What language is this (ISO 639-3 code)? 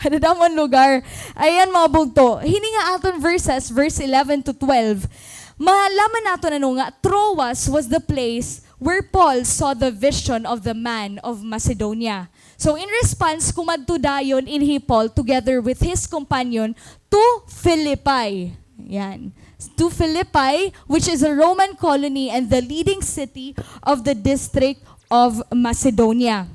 war